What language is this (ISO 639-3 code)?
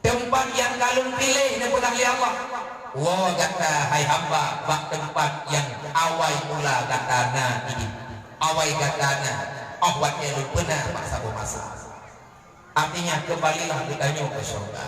ace